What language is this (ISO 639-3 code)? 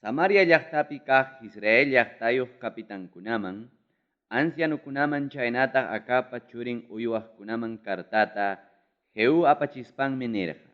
quy